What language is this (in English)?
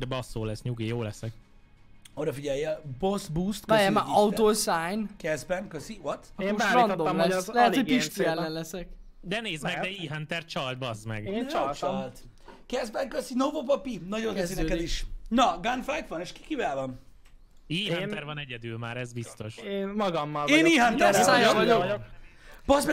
Hungarian